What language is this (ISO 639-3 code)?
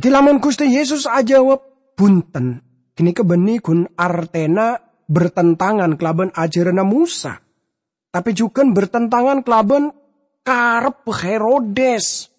mad